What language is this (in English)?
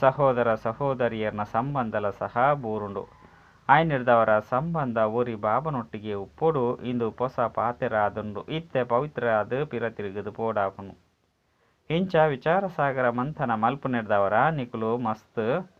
Tulu